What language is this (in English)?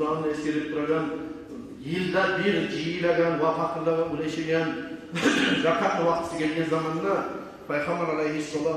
Kumyk